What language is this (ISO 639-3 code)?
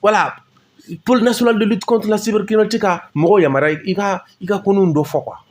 bam